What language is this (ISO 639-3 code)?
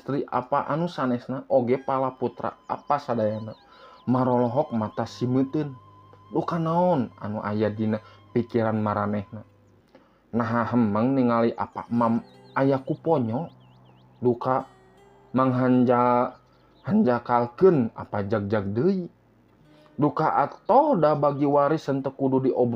sun